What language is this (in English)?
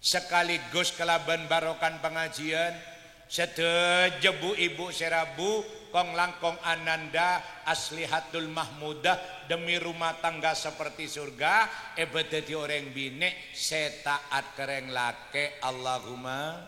Madurese